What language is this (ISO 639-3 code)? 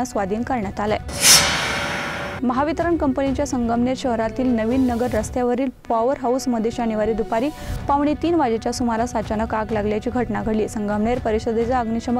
mar